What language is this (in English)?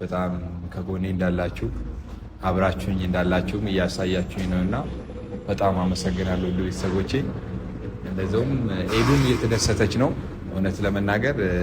Amharic